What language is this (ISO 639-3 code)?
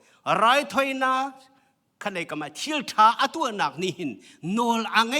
cnh